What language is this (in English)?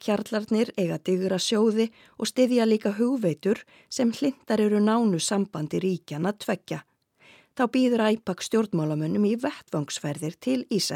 Icelandic